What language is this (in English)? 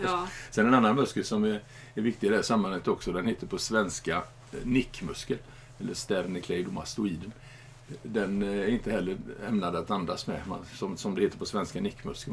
Swedish